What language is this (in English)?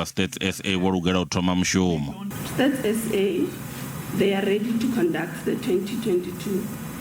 Venda